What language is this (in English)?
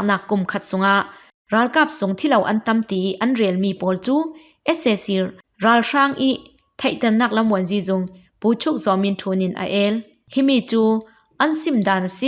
Falam Chin